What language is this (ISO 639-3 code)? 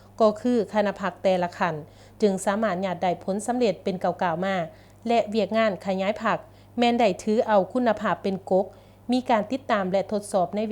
lao